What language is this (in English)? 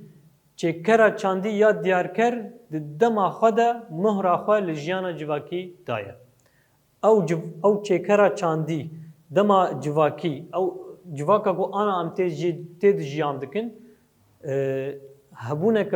Kurdish